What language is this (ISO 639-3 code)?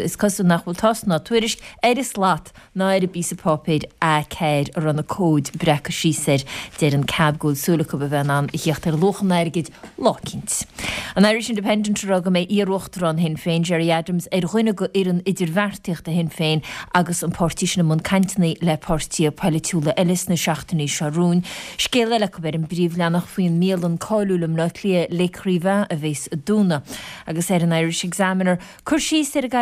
gle